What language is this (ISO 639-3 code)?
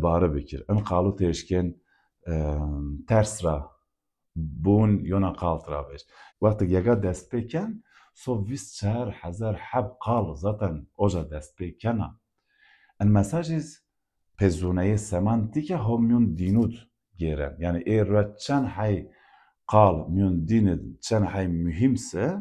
zza